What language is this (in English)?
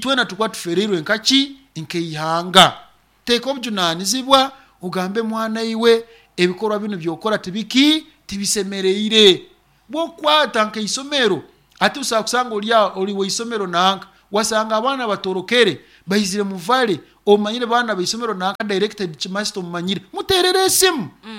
Nyoro